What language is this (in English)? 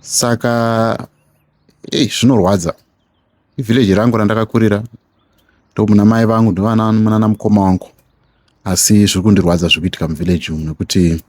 Shona